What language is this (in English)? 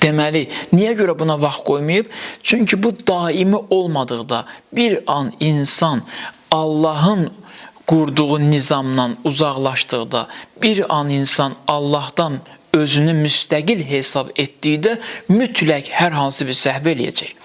Azerbaijani